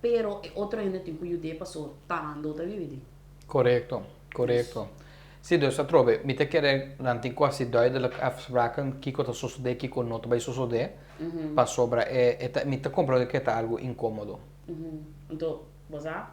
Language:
Papiamento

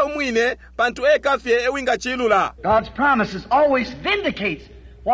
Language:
Bemba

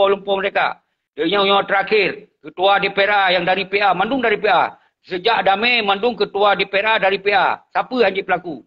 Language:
Achinese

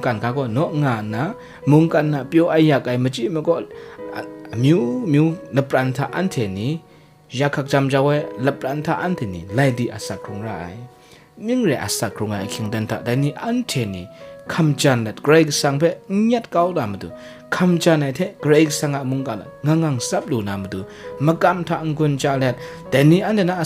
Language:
Kachin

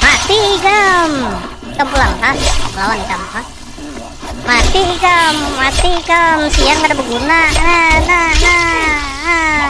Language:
Banjar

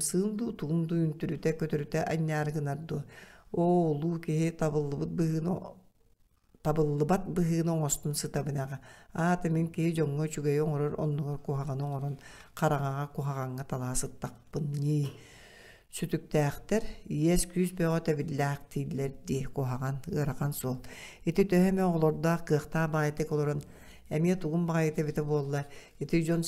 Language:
Yakut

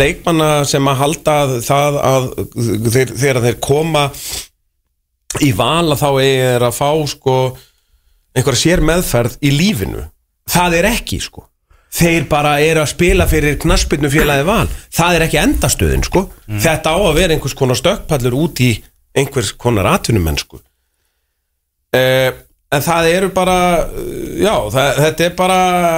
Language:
Icelandic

